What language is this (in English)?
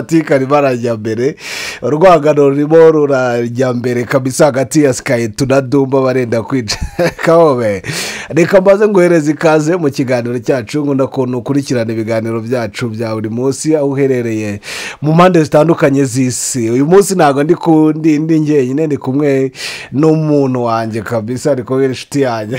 Kinyarwanda